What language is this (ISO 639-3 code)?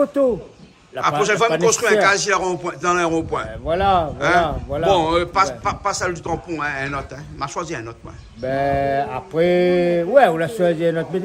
rcf